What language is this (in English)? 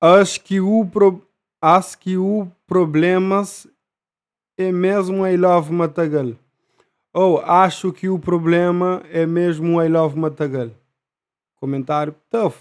Kabuverdianu